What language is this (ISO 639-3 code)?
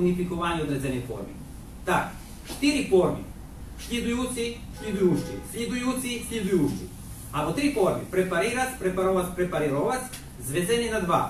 rue